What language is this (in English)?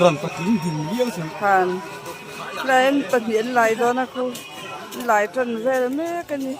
Mizo